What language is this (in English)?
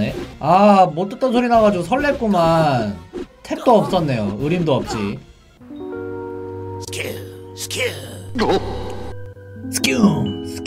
Korean